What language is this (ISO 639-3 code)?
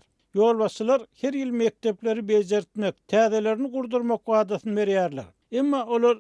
tuk